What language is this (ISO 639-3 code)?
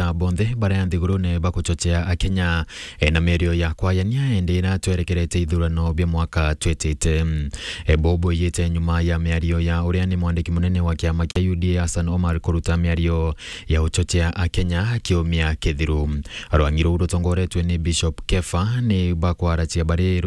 mer